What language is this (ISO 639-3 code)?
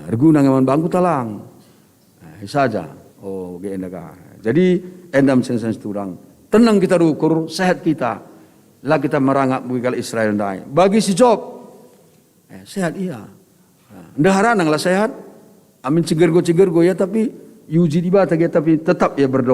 btx